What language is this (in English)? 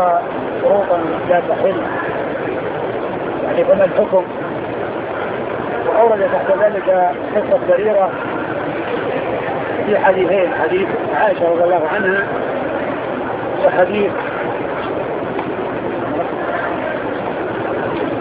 Arabic